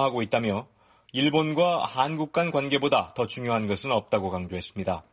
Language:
Korean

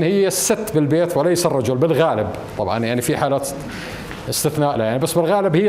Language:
North Levantine Arabic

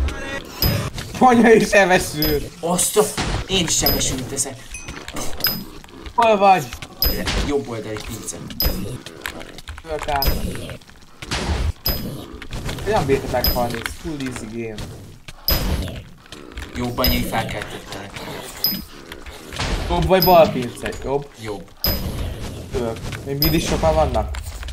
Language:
Hungarian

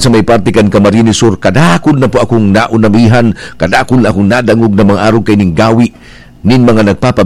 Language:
Bikol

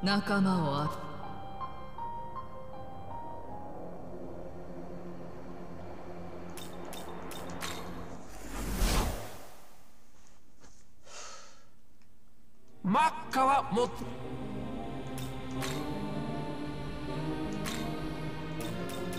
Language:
Japanese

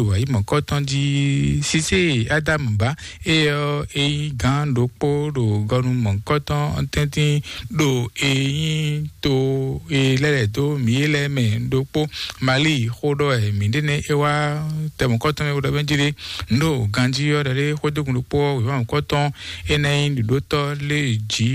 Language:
Fon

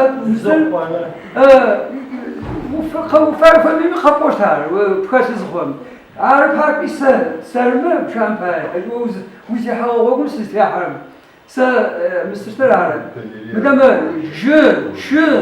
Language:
Adyghe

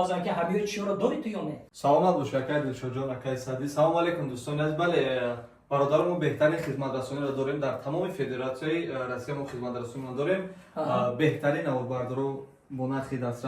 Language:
Tajik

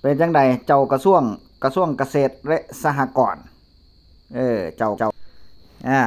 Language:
Northeastern Thai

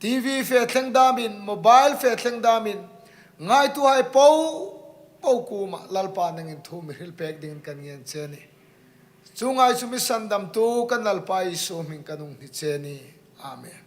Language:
Hmar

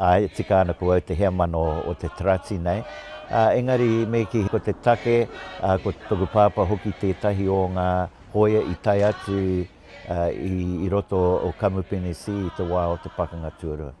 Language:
Māori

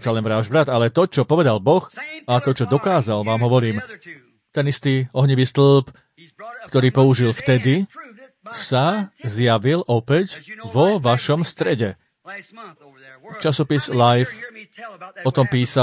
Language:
Slovak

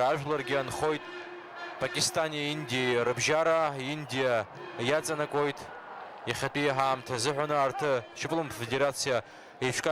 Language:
Abkhazian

